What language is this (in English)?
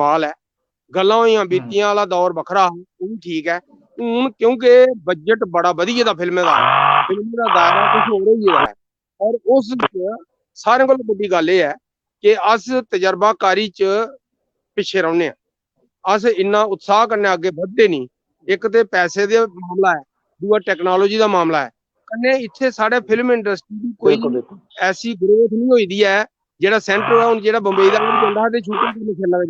Dogri